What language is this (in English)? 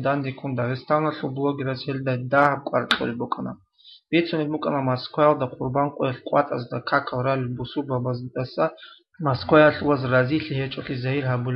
Avaric